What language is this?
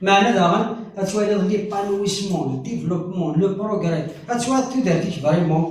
Kabyle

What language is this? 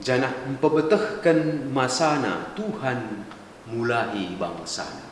Batak Karo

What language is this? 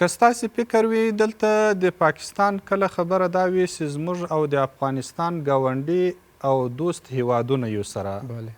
Pashto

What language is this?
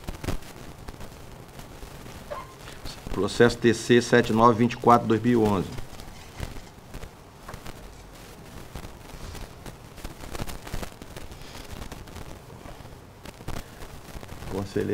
Portuguese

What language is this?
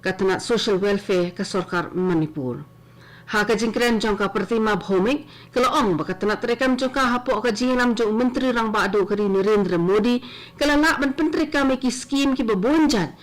Khasi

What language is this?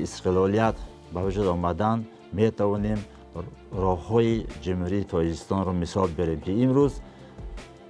Tajik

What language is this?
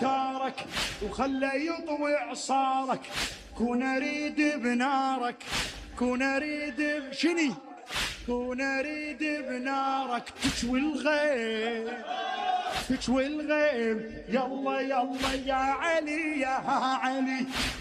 Mesopotamian Arabic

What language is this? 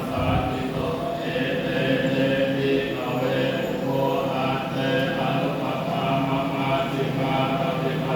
Pali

